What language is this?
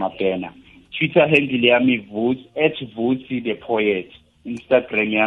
South Ndebele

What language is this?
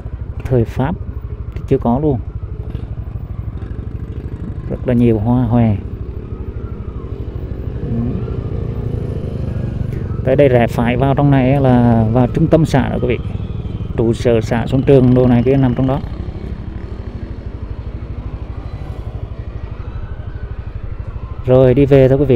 Vietnamese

